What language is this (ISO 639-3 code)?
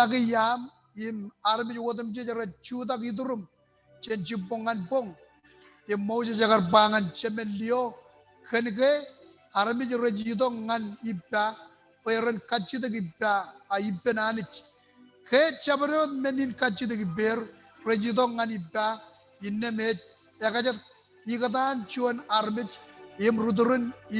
mah